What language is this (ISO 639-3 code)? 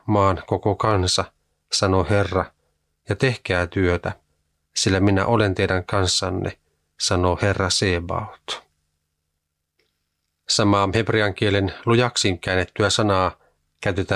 fin